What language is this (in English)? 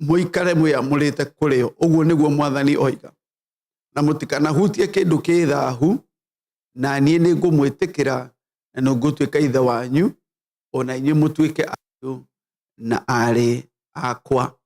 Kikuyu